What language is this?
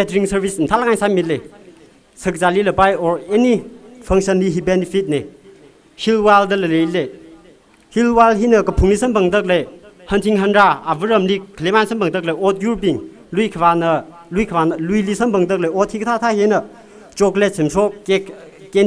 Tangkhul Naga (India)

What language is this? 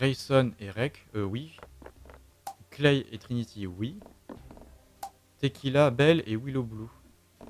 French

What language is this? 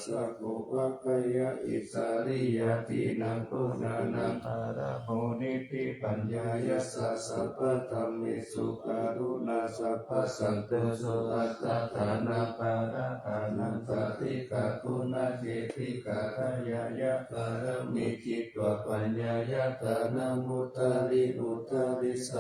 Pali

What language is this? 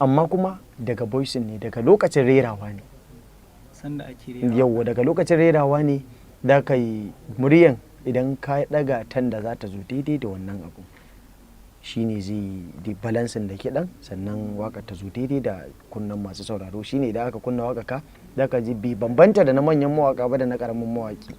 Hausa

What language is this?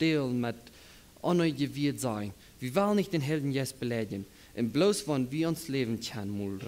Plautdietsch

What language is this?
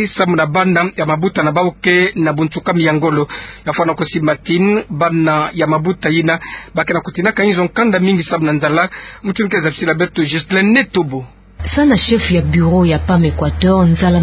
Kituba (Democratic Republic of Congo)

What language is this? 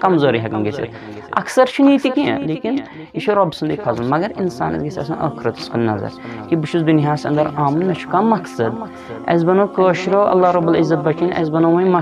Kashmiri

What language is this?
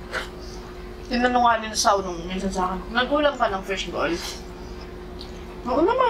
Filipino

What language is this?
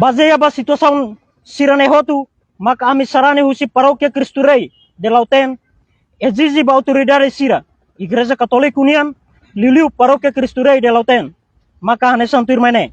Tetum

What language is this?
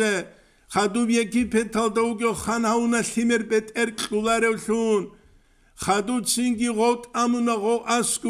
Avaric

